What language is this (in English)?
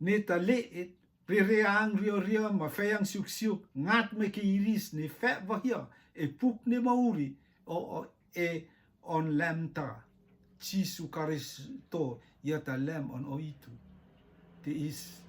Rotuman